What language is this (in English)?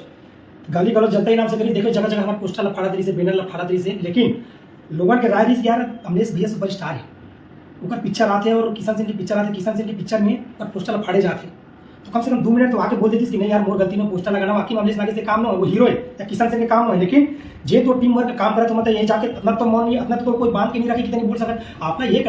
Chhattisgarhi